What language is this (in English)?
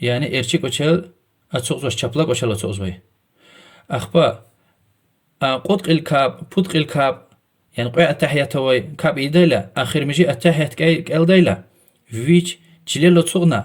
Lezghian